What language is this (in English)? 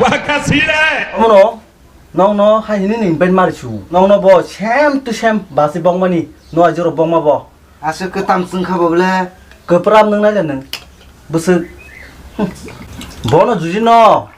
Kok Borok